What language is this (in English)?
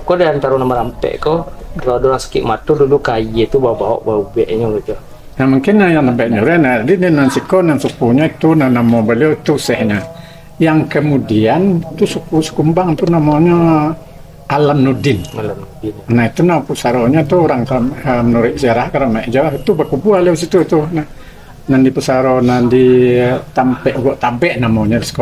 Minangkabau